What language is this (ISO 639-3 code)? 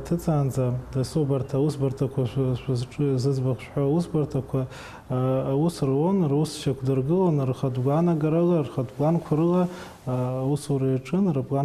abk